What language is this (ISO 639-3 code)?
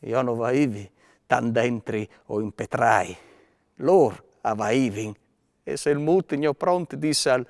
fur